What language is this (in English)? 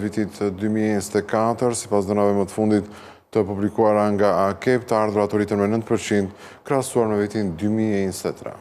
Albanian